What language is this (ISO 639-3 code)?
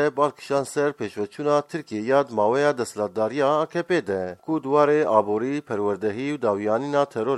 kur